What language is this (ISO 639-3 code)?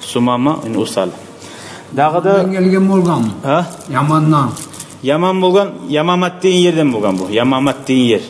kum